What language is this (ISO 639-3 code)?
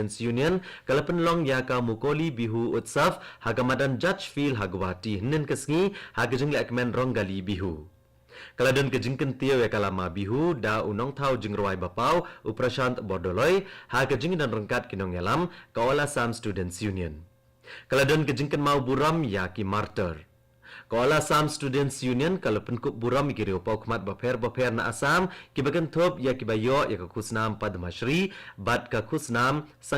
kha